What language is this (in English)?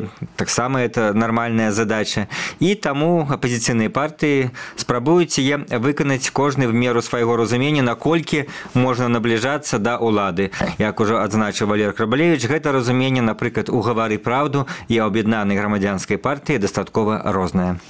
Belarusian